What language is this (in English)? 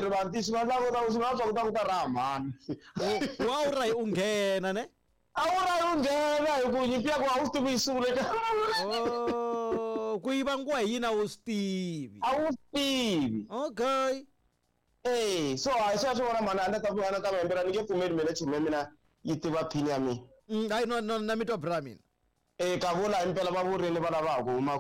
Tsonga